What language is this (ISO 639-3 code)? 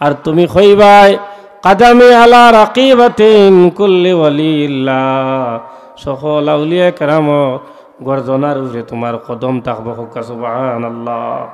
syl